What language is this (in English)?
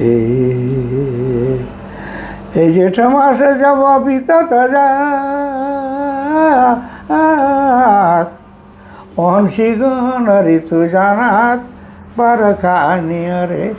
Sadri